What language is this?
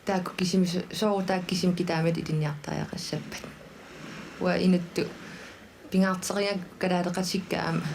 Kalaallisut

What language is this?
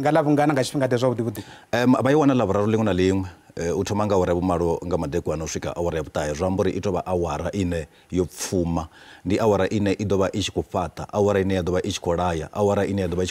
Venda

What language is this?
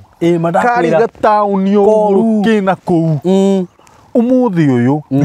Kikuyu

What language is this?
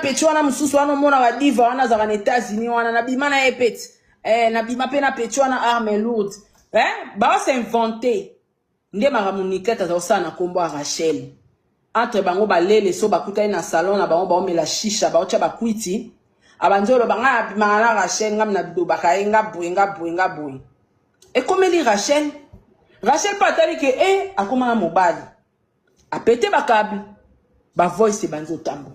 Lingala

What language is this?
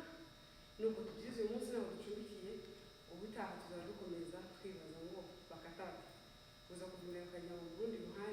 Kinyarwanda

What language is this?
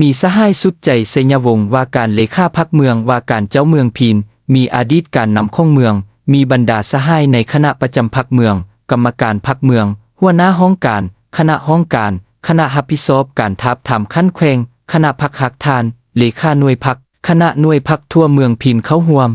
Lao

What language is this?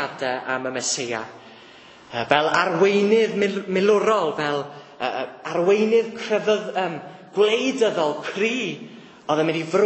Welsh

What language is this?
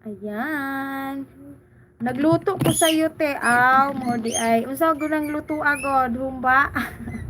Cebuano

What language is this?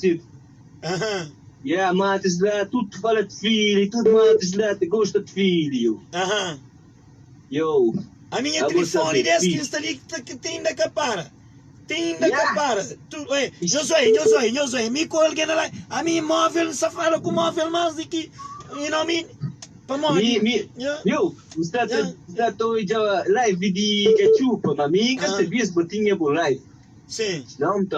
Kabuverdianu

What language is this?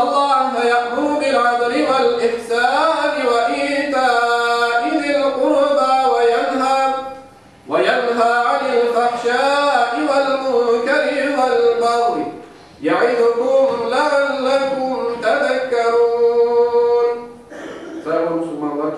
Crimean Tatar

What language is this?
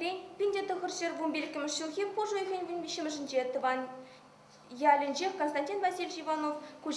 Chuvash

